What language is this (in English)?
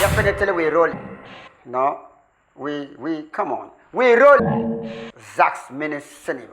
Dagbani